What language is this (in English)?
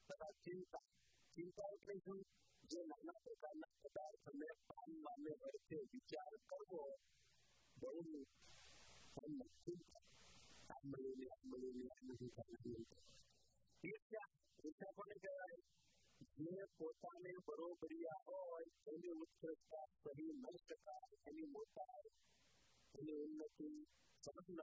Gujarati